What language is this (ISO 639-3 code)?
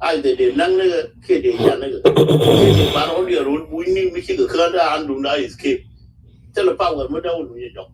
nus